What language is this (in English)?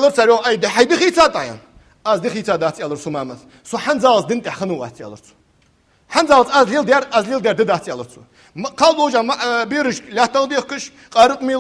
Ingush